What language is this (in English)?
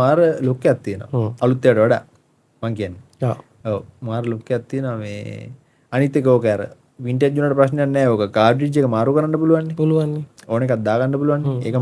Sinhala